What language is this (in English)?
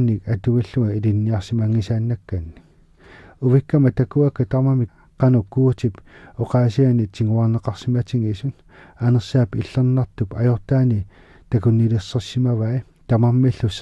Kalaallisut